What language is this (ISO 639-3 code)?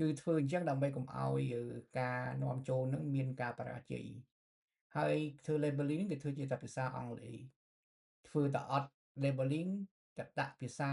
khm